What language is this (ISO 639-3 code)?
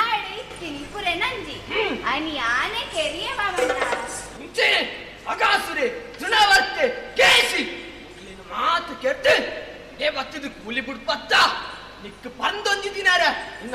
tcy